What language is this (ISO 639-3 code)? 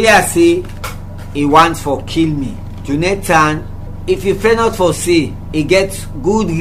kri